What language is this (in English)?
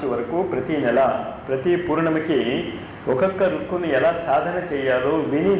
Telugu